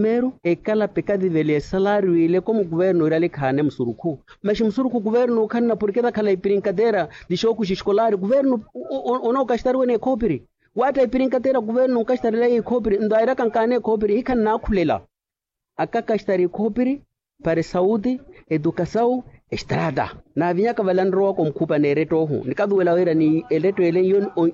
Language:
Makhuwa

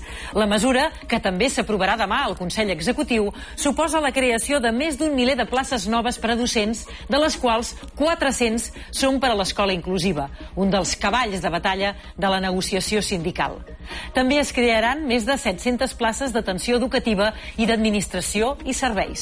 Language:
Catalan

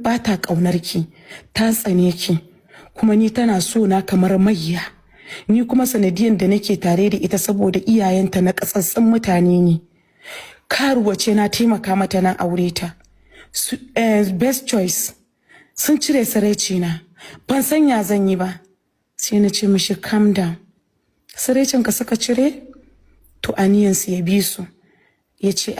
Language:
Hausa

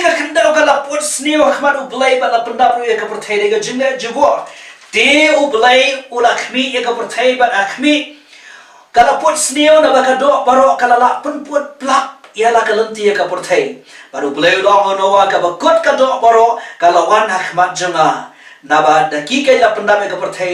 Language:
Khasi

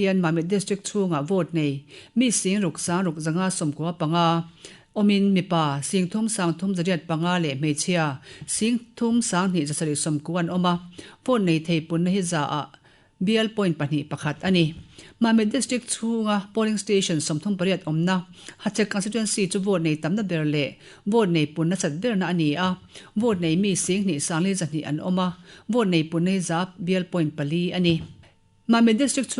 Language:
Mizo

